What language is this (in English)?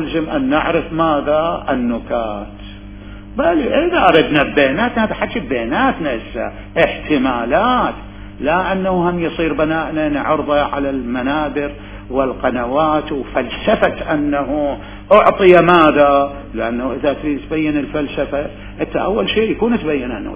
Mesopotamian Arabic